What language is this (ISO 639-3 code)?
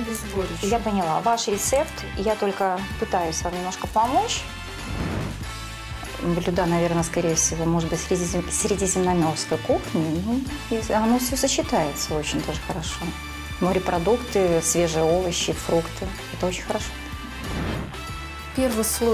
rus